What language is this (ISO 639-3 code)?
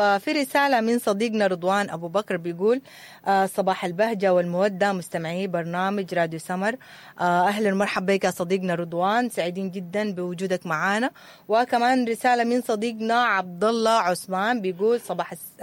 apd